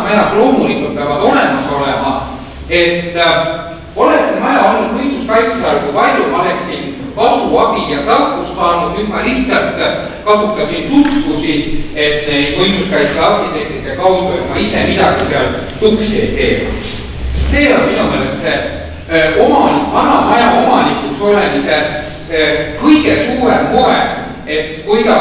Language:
Estonian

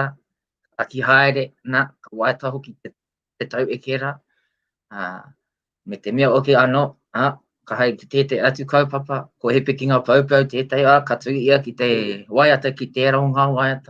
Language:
Māori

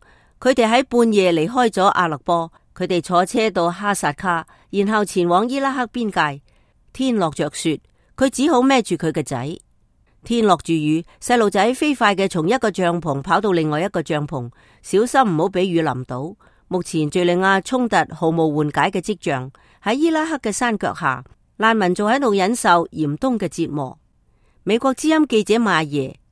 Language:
Cantonese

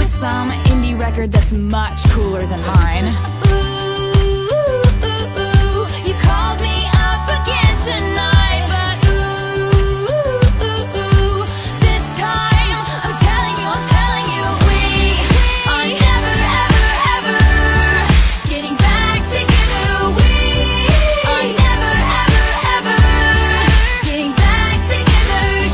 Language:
English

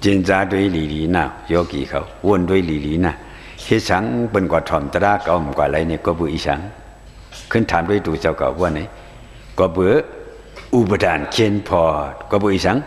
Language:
Shan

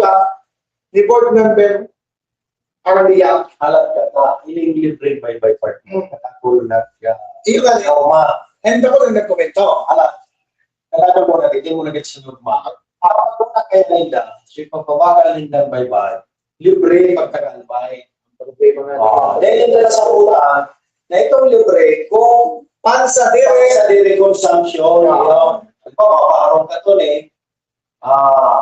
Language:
Bikol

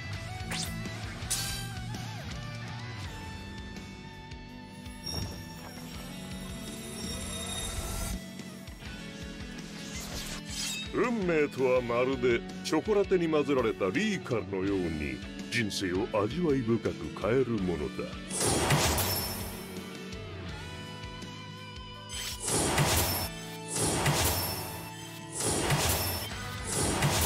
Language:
Japanese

